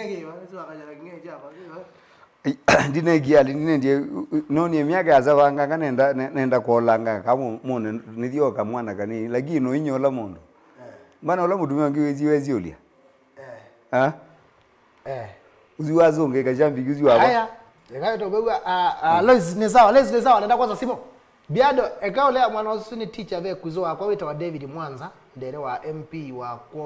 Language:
Kamba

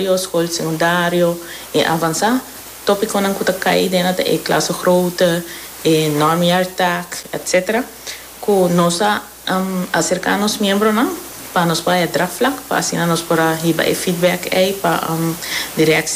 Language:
Papiamento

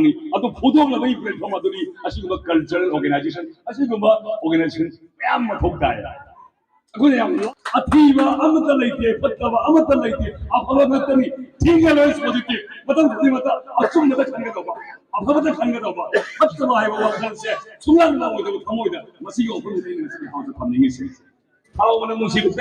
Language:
Manipuri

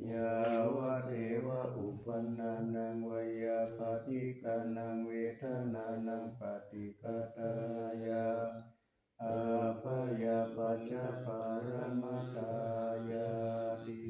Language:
Pali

